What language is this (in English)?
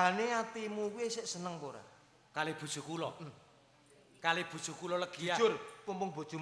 Javanese